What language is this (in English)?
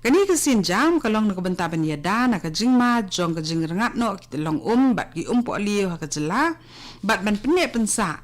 Khasi